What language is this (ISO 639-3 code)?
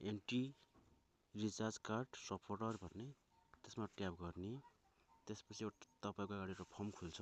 nep